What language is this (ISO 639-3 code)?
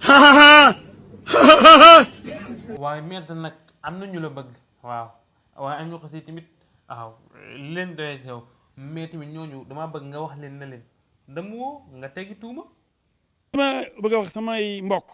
wol